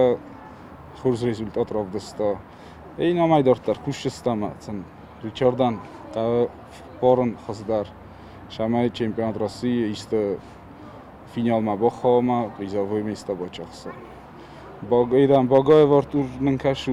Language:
Ossetic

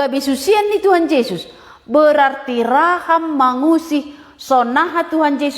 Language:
Batak Simalungun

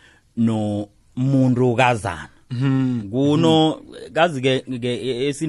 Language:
South Ndebele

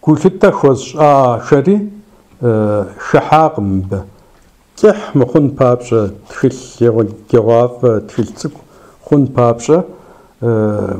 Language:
Kabardian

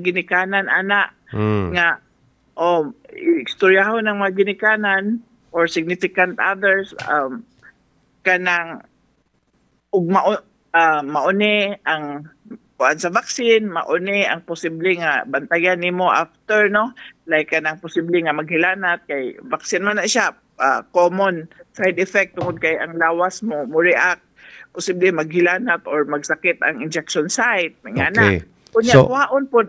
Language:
Cebuano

